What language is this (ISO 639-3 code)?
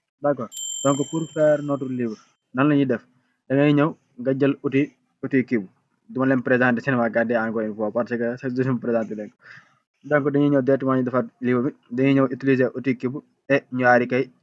wol